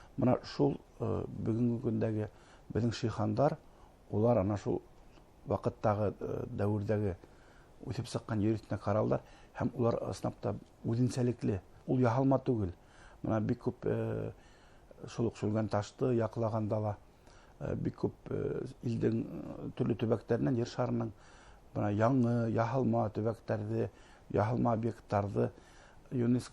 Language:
Bashkir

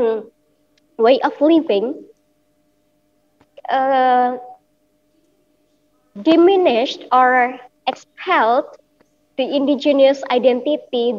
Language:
English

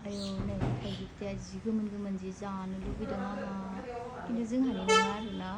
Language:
Bodo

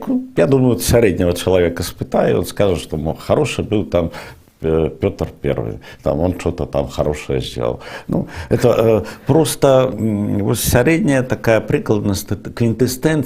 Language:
Belarusian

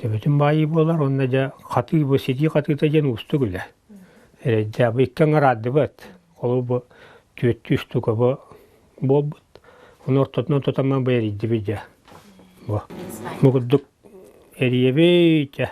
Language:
Yakut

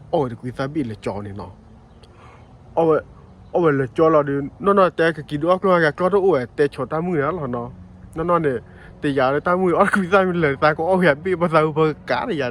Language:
S'gaw Karen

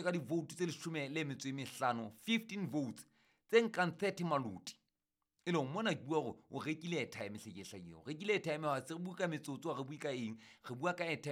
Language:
Southern Sotho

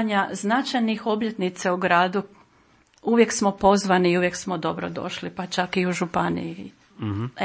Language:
Croatian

